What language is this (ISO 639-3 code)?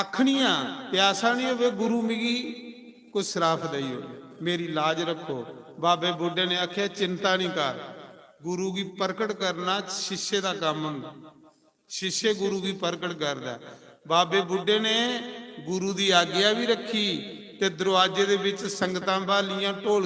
doi